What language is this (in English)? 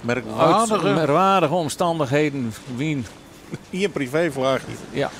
Western Frisian